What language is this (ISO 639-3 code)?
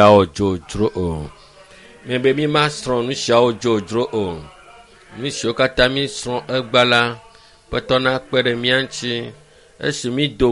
ewe